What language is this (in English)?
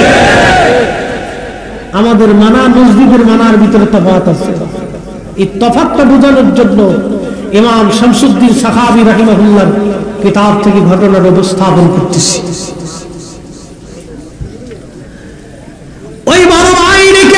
Bangla